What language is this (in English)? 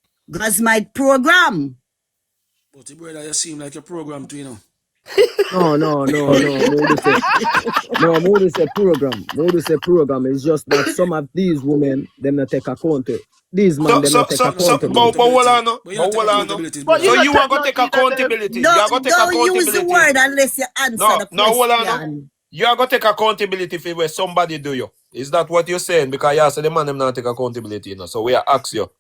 Jamaican Creole English